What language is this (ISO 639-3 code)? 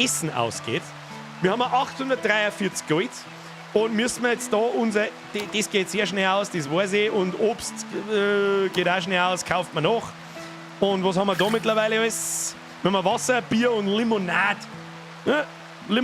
bar